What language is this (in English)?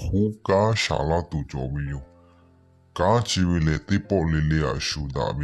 Lahu